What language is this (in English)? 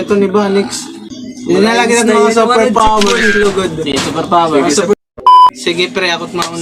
Waray